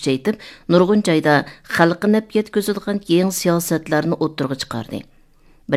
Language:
Uyghur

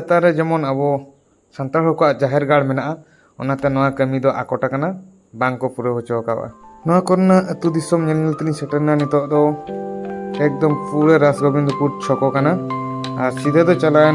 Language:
Santali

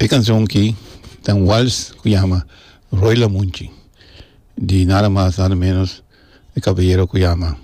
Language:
Papiamento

